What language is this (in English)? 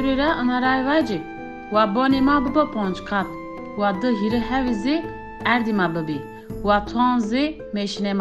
Zaza